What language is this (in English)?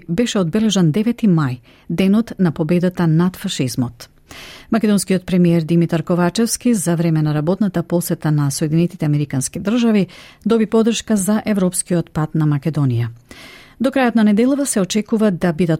Macedonian